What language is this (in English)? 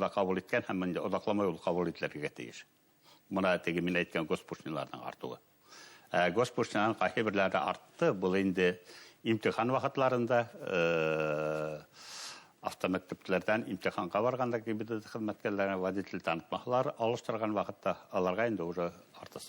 Bashkir